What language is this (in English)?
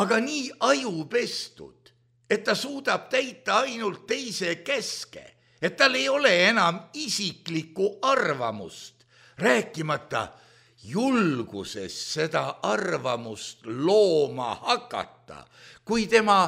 Estonian